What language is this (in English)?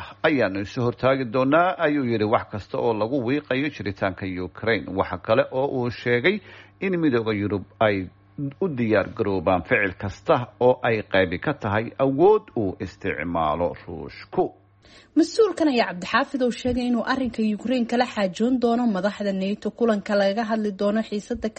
Somali